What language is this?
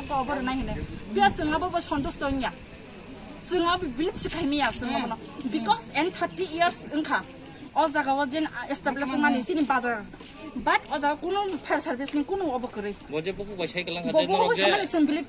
Kok Borok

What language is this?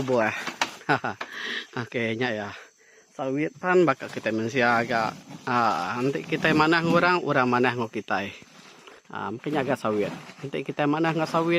Iban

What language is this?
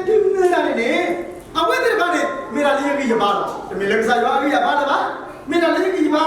S'gaw Karen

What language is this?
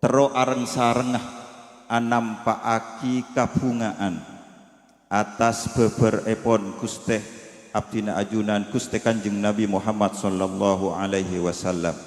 Madurese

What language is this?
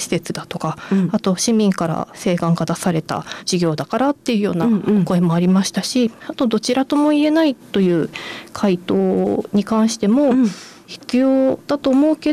Japanese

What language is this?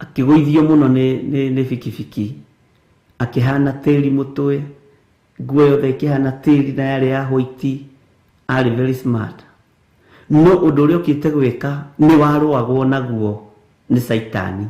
Kikuyu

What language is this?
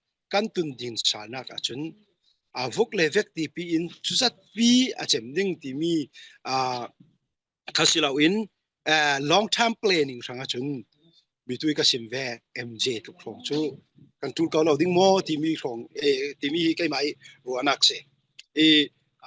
Falam Chin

